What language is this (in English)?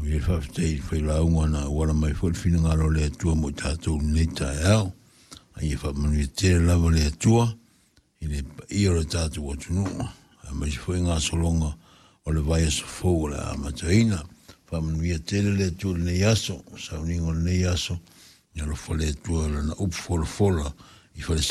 Samoan